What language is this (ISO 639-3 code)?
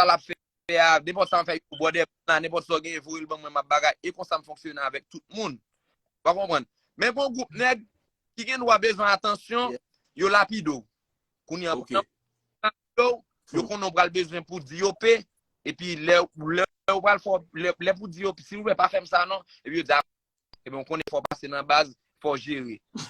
hat